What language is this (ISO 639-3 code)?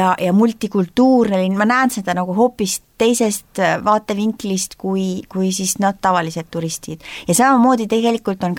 est